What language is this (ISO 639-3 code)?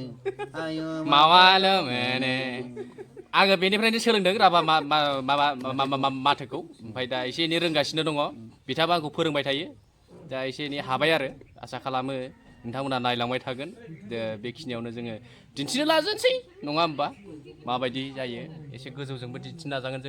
brx